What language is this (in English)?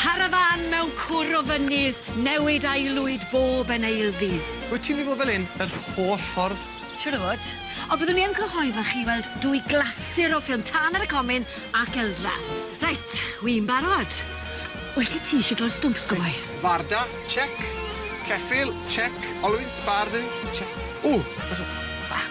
Welsh